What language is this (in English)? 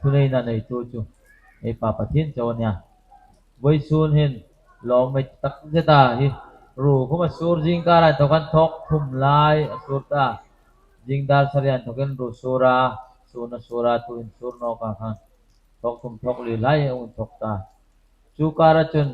Hmar